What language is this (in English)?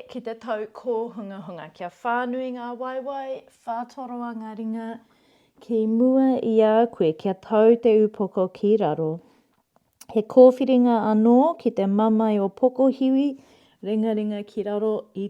Māori